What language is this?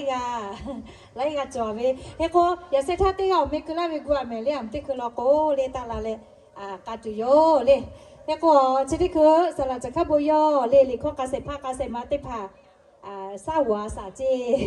Lahu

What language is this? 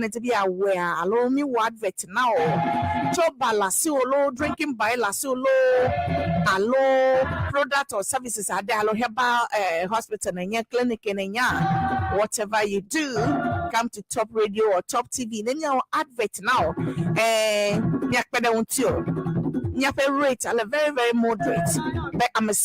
Ewe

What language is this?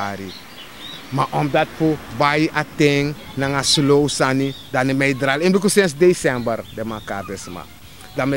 Sranan Tongo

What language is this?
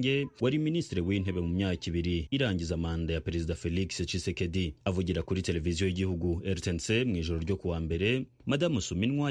Kinyarwanda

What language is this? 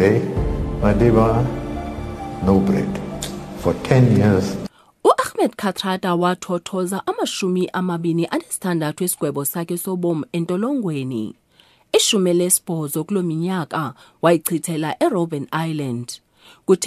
Xhosa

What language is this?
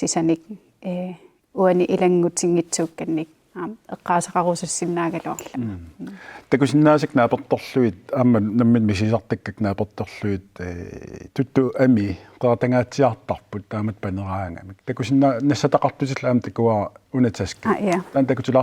Kalaallisut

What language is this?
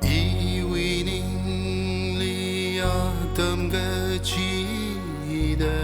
Tangkhul Naga (India)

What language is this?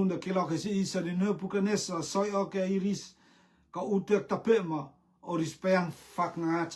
Rotuman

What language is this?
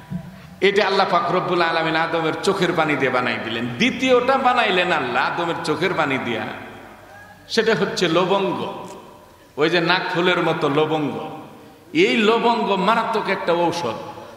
Bangla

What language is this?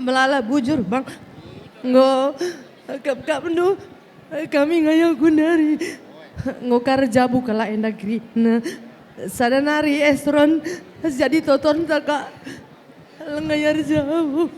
Batak Karo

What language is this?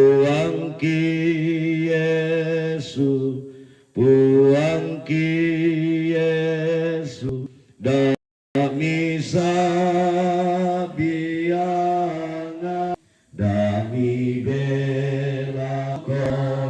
Toraja-Sa'dan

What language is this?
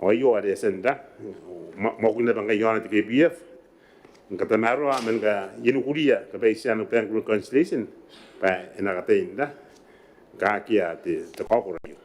Gilbertese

